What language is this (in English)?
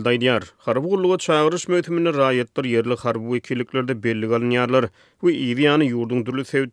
Turkmen